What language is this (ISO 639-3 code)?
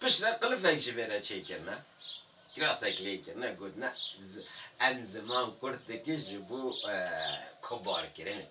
kur